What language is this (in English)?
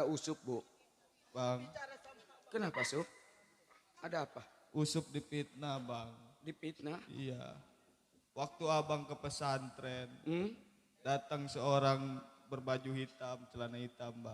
Betawi